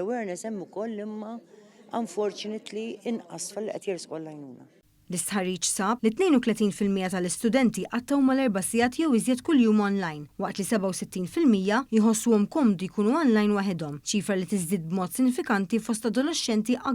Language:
Maltese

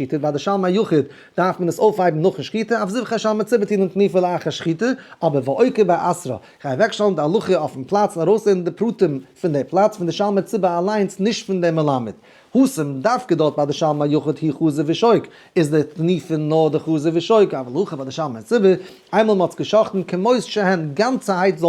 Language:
Yiddish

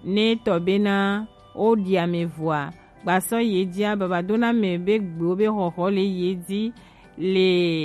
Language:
Gen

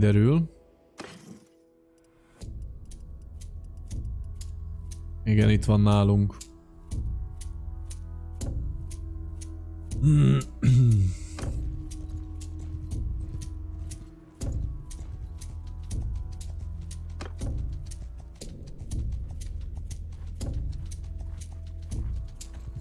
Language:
Hungarian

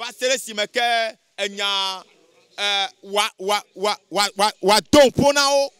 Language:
Ewe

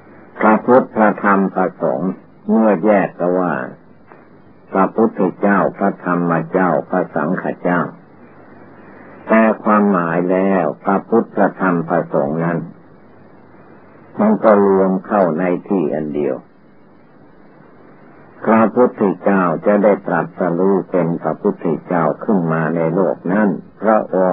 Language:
Thai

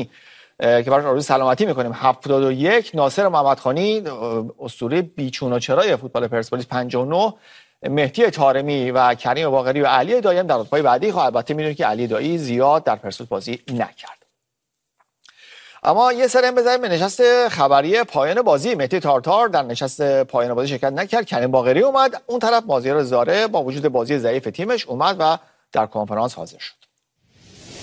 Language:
Persian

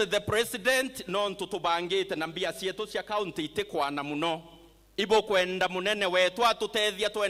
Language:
Meru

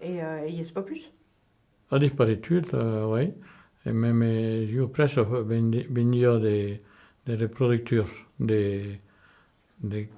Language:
Occitan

